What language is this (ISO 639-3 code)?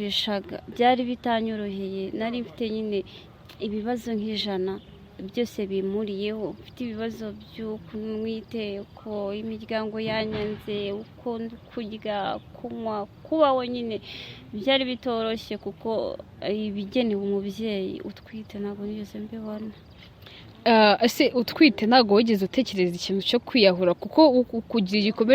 kin